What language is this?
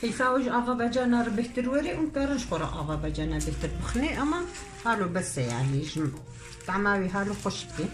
Kurdish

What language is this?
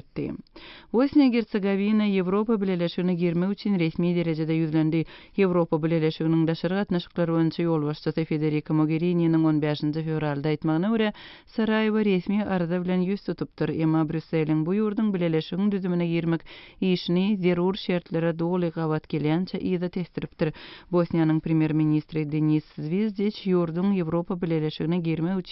Turkmen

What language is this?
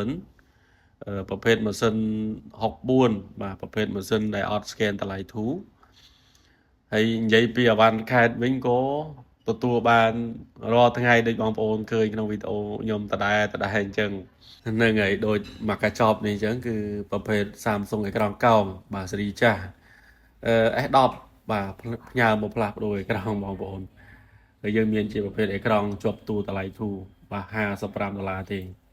Khmer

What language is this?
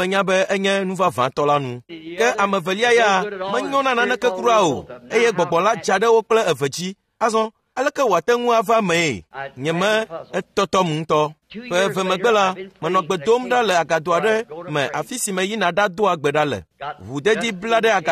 Ewe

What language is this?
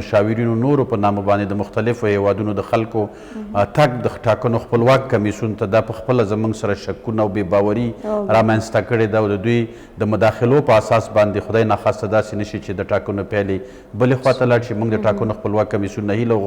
Pashto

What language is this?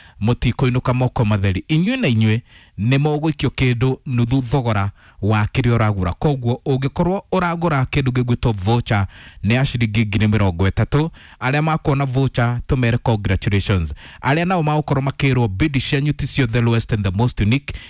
Kikuyu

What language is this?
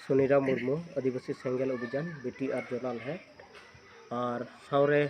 Santali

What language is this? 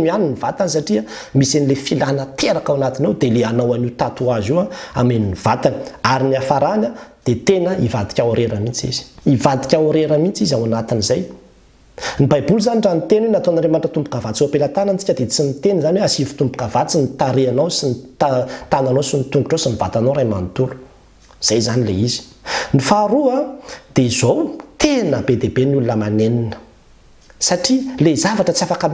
Malagasy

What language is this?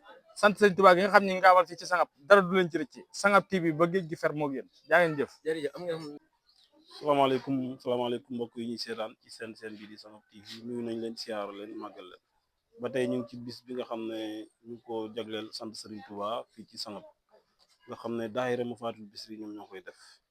Wolof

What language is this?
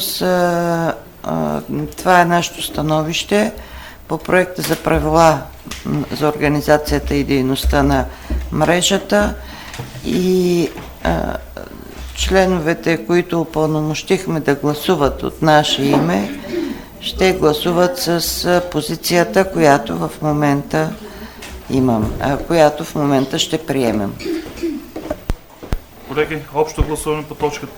Bulgarian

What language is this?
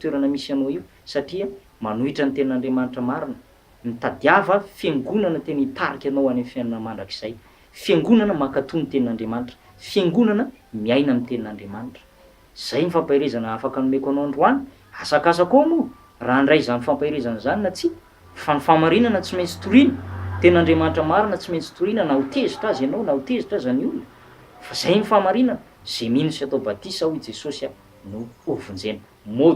Malagasy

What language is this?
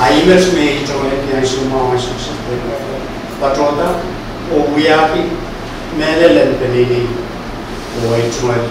Pohnpeian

